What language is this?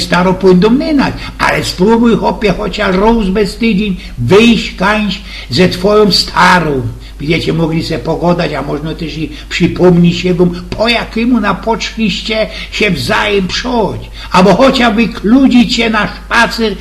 Silesian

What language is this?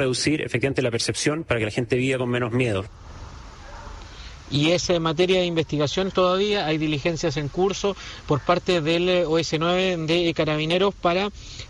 Spanish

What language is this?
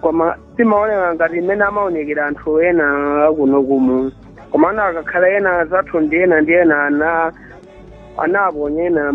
Nyanja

